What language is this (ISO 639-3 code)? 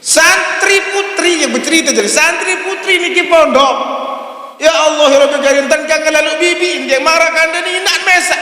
sas